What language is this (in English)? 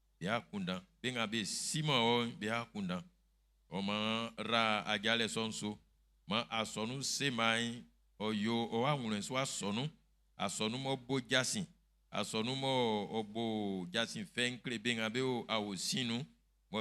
Baoulé